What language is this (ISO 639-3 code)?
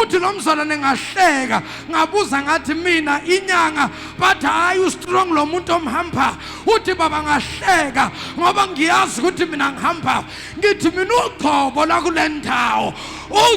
zul